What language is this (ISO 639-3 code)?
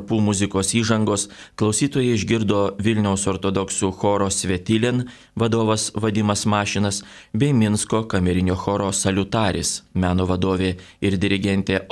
lit